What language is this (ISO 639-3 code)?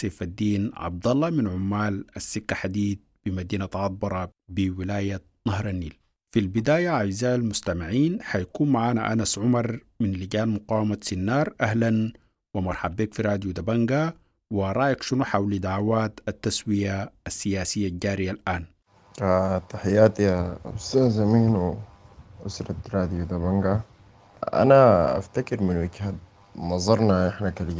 apd